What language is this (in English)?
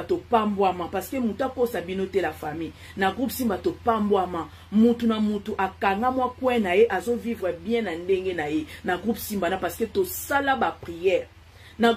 Lingala